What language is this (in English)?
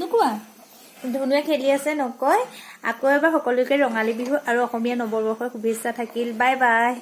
Assamese